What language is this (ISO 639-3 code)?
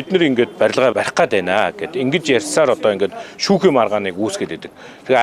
mon